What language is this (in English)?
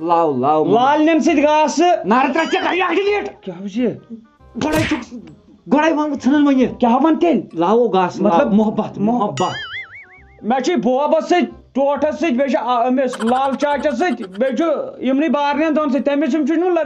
Kashmiri